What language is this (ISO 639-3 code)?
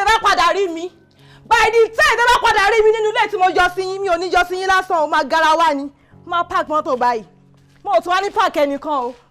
yor